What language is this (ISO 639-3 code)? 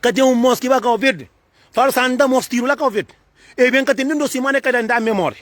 kea